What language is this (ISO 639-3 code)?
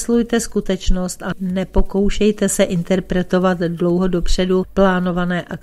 ces